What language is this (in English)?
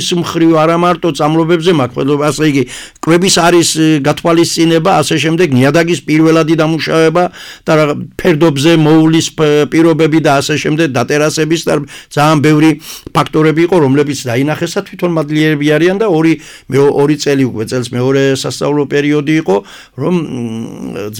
Georgian